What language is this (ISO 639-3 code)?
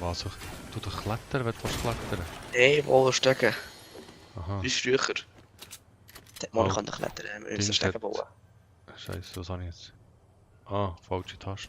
gsw